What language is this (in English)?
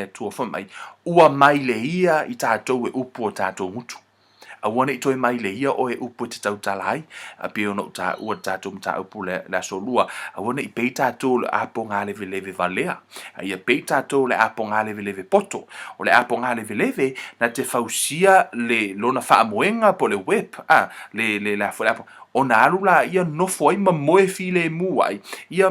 Samoan